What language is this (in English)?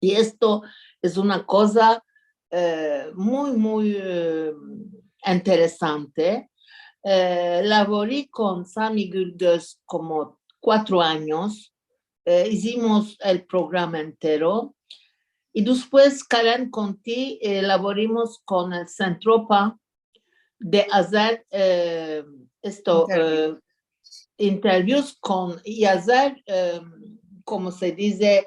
Ladino